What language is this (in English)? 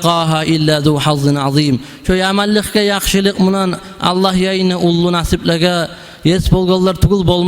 Kumyk